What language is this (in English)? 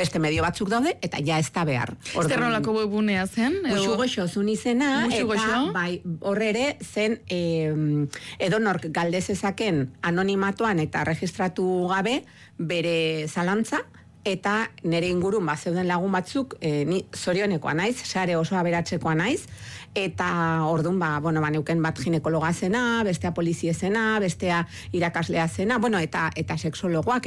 Basque